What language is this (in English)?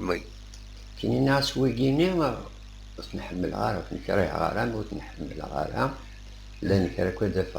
Kabyle